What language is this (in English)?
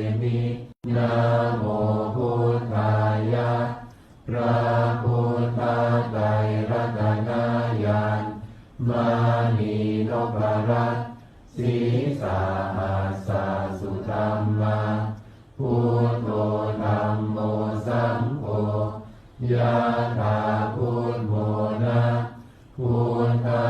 Pali